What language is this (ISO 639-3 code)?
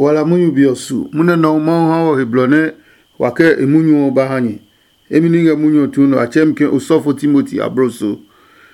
ada